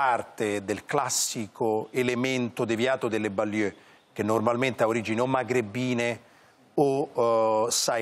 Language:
Italian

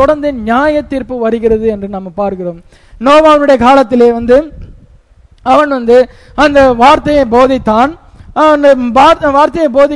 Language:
Tamil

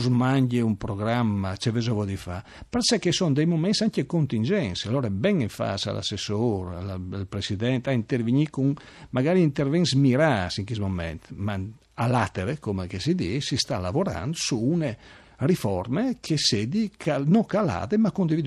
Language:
Friulian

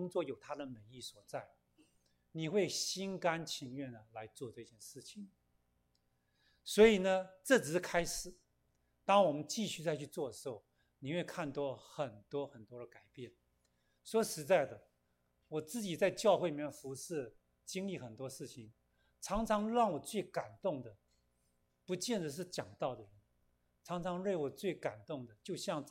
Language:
Chinese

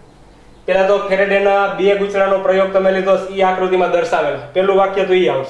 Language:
Gujarati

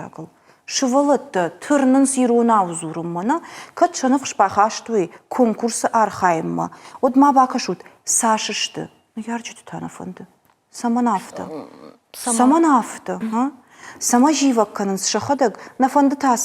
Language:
Ossetic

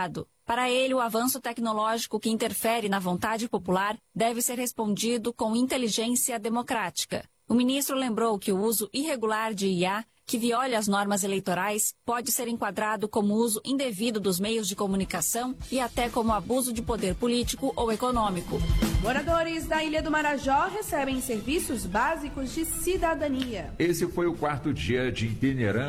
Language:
Portuguese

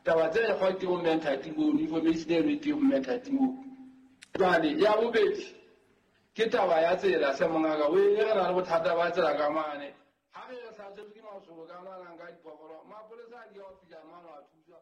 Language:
Southern Sotho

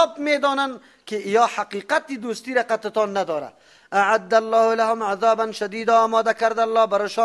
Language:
Persian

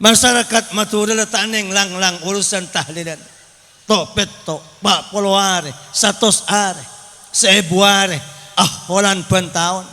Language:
Madurese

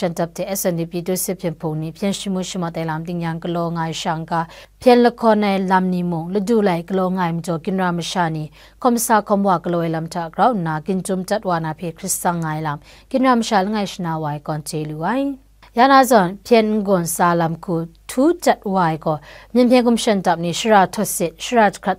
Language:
Kachin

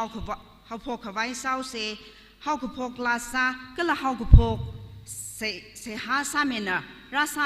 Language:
Tangkhul Naga (India)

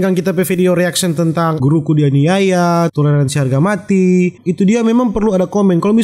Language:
Manado Malay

